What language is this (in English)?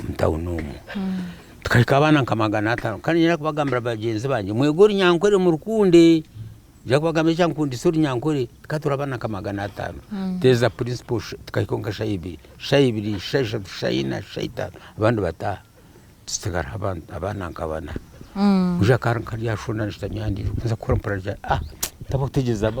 Nyankole